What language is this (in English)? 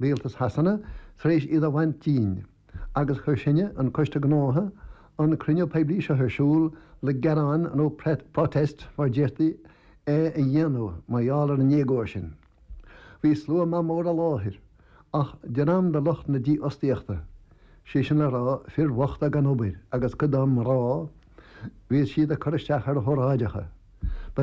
Irish